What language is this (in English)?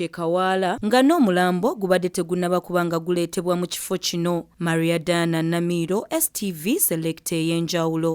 Ganda